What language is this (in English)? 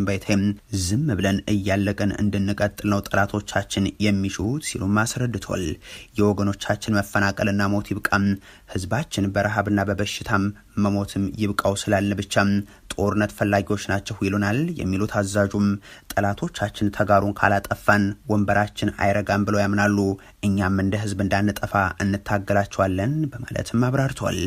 Amharic